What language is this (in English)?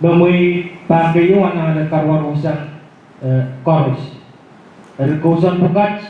Pohnpeian